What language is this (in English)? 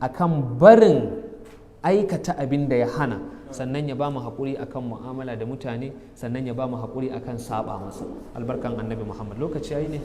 Hausa